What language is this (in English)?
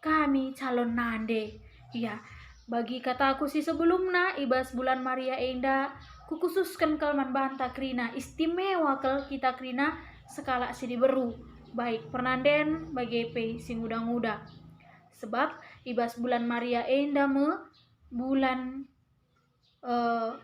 Batak Karo